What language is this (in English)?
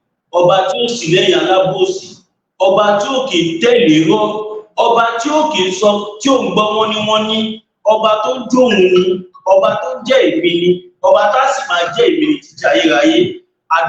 Yoruba